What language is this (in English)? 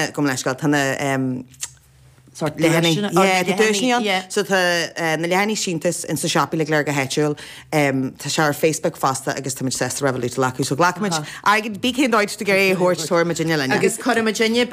Irish